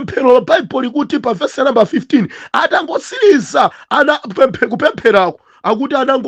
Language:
Nyanja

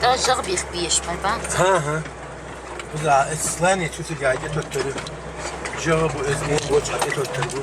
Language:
Chechen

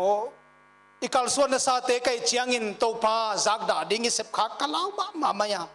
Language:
Paite Chin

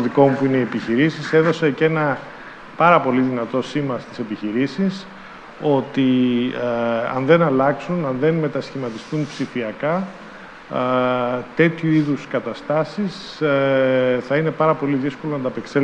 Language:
Greek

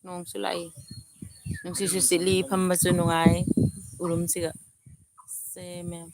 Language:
Manipuri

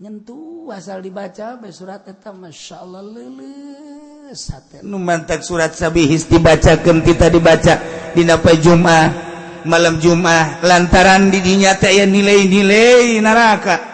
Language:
Sundanese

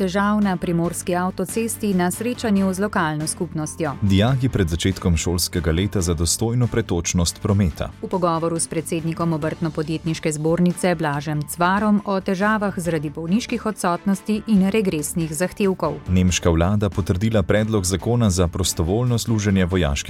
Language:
Slovenian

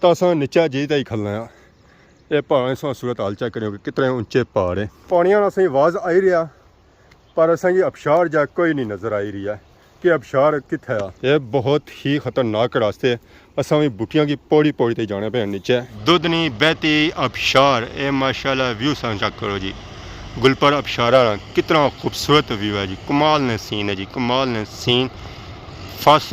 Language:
Pahari-Potwari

